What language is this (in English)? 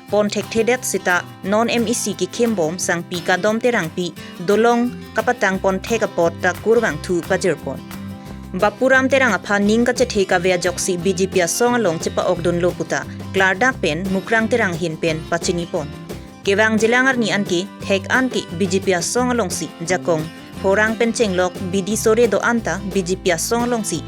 Karbi